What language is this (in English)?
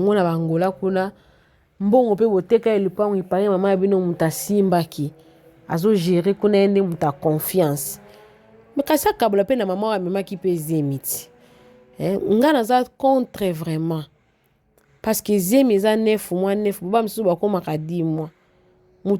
Lingala